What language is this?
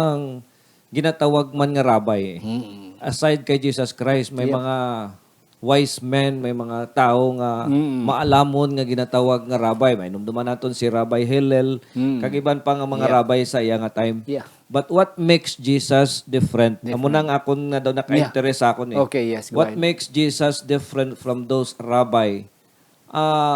Hiligaynon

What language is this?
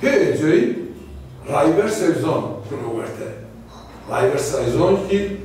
Zaza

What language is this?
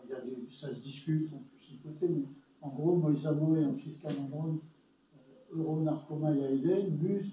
French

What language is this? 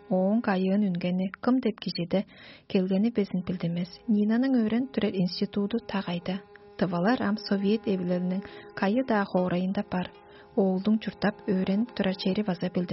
Tuvinian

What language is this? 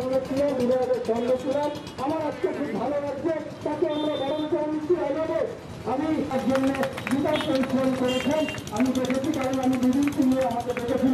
Bangla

